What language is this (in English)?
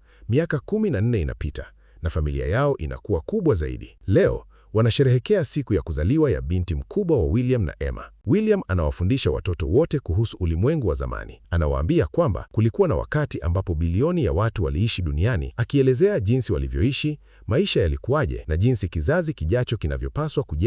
Swahili